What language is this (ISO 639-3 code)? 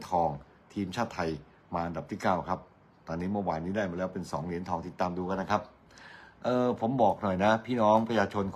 tha